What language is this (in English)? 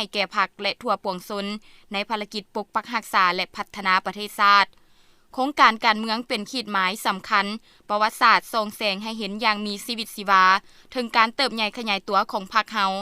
Lao